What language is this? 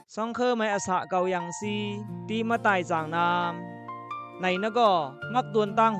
Khamti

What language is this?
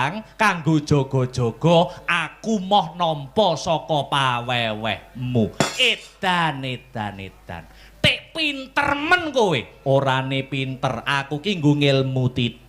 Javanese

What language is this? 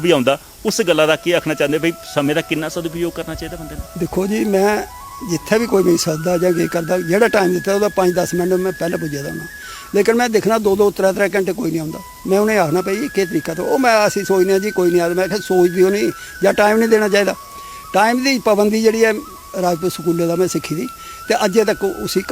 Dogri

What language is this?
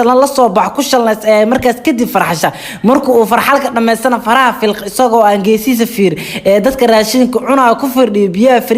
Somali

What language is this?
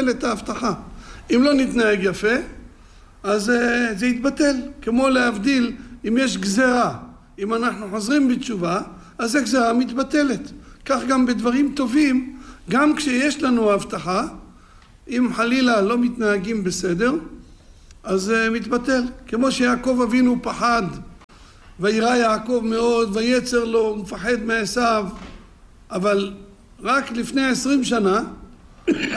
Hebrew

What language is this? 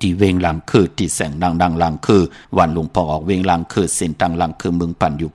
Shan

